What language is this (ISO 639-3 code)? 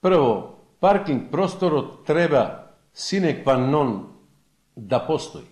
mkd